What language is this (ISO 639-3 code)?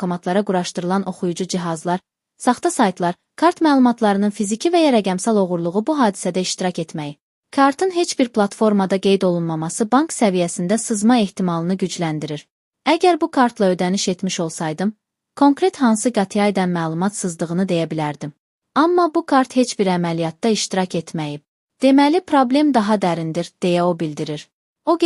aze